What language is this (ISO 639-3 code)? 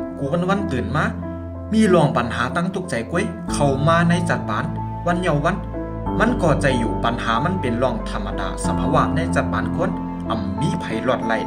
shn